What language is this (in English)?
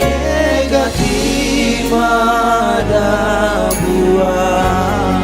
Batak Simalungun